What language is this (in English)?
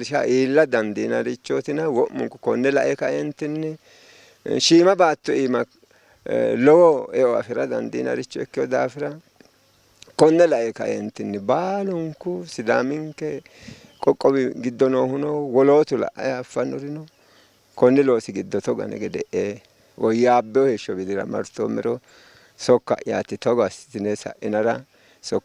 Sidamo